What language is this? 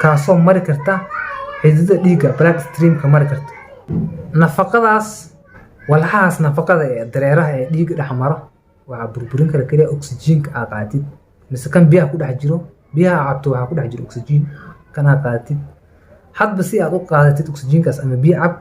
Somali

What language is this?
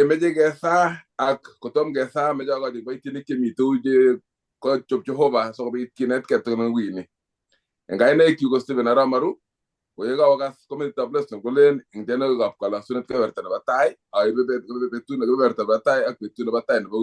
Kalenjin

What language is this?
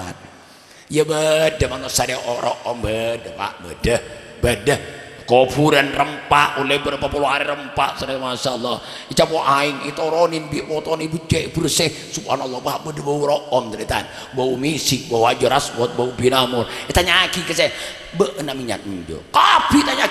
Madurese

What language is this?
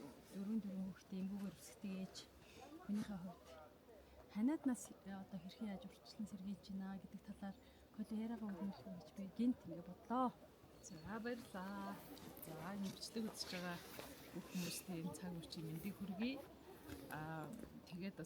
Mongolian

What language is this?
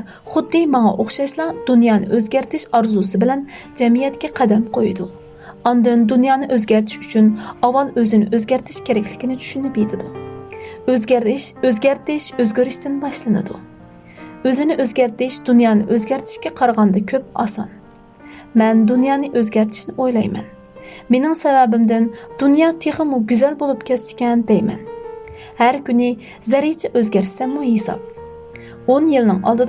Uyghur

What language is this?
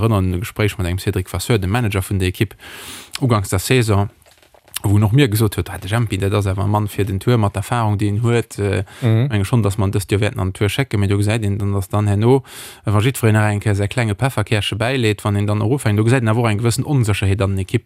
Luxembourgish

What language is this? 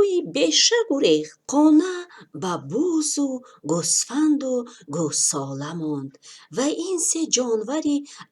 Tajik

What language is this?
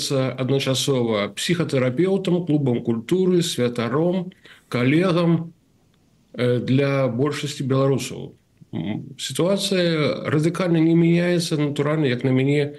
Belarusian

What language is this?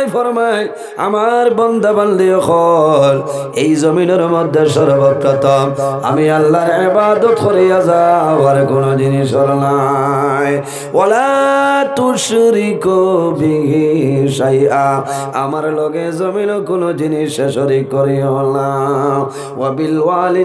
Sylheti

